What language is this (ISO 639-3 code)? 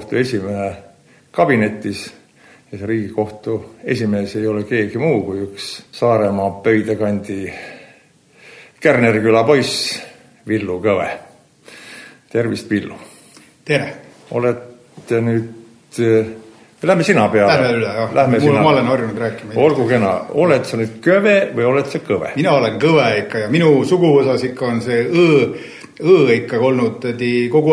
est